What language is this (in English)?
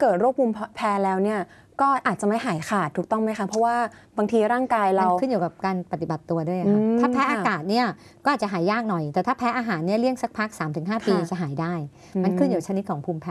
Thai